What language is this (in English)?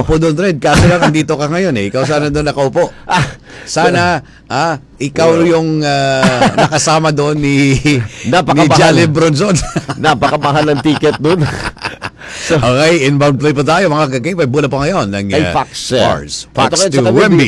Filipino